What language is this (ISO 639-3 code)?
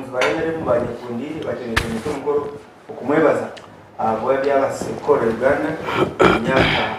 nyn